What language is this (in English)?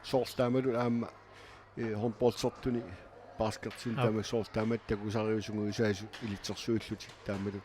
Kalaallisut